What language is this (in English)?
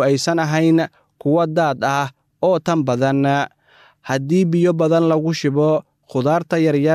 Somali